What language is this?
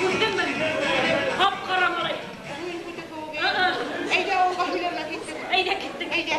Bashkir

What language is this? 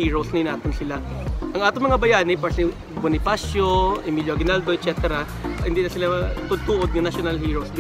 Hiligaynon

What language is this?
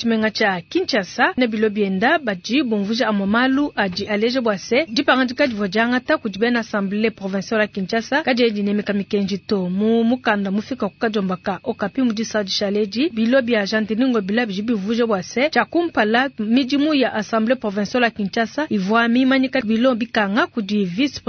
Luba-Lulua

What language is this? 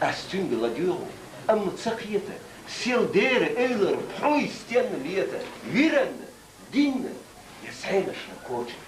Chechen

